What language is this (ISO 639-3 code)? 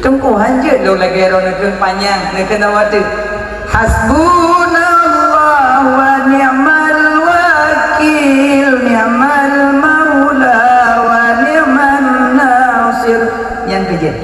ace